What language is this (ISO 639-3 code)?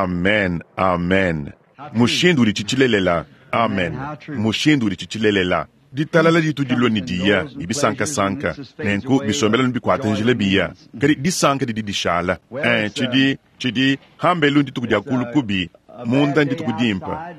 lua